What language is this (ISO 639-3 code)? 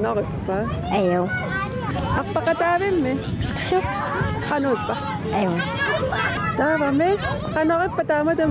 kal